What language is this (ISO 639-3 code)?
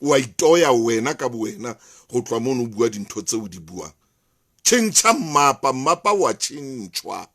sot